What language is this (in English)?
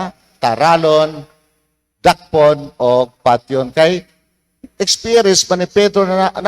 Cebuano